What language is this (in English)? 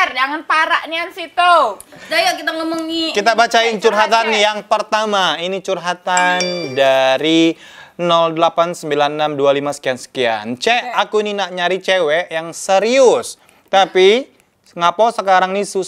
Musi